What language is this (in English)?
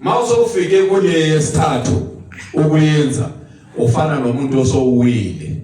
Zulu